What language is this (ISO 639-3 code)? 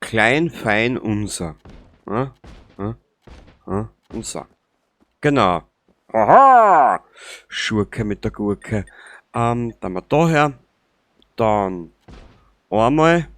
bar